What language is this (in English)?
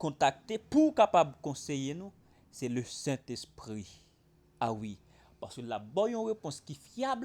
Haitian Creole